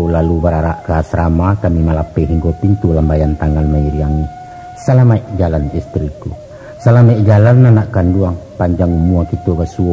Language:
Minangkabau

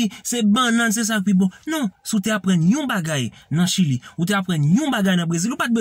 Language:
Haitian Creole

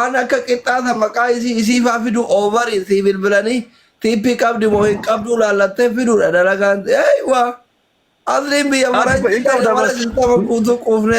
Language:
Oromo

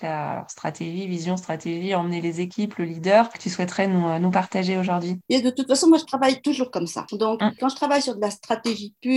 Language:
French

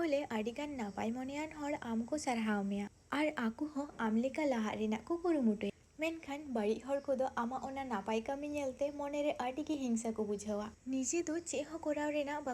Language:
Santali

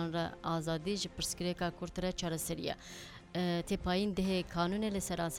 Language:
Kurdish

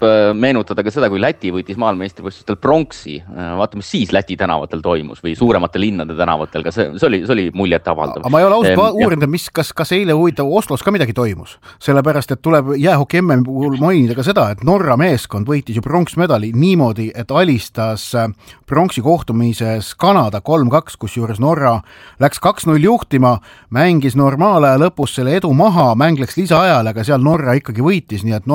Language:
Estonian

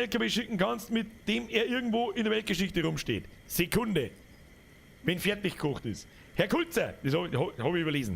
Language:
Bavarian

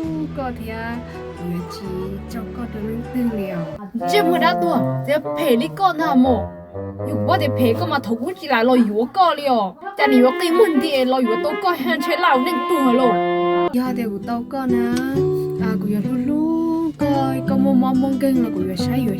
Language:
Hmong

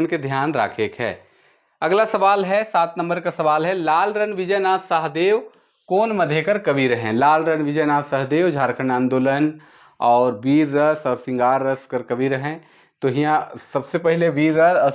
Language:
Sadri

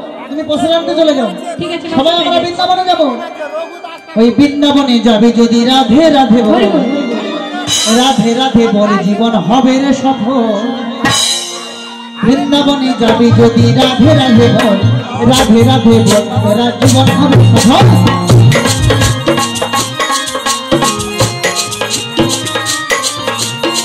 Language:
Bangla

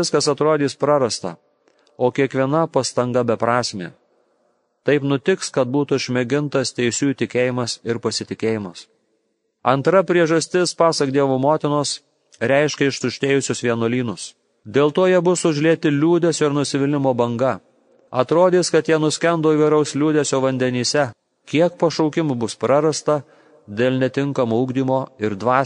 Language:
Lithuanian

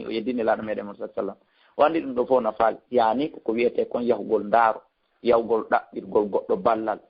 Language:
Fula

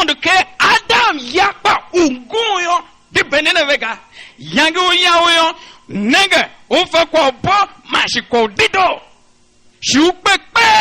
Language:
Tiv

